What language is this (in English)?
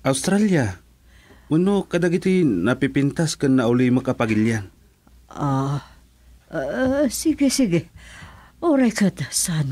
Iloko